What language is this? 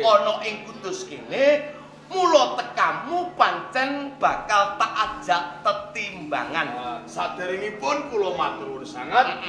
Javanese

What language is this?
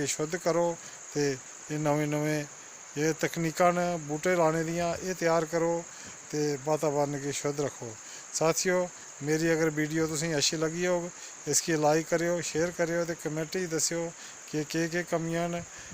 Dogri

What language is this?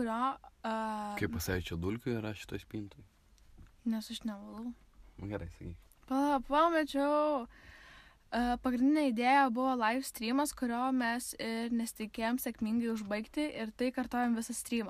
Lithuanian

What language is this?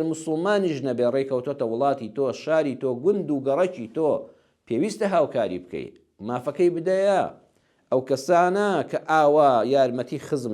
Central Kurdish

